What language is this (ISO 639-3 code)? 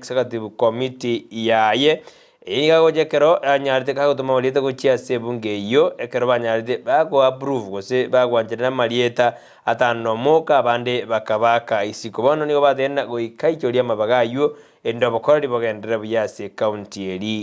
guz